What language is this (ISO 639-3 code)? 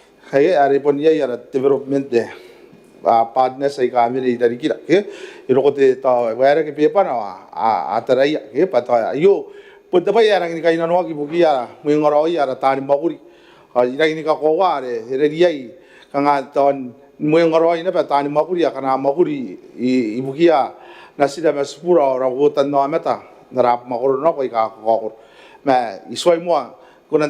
gil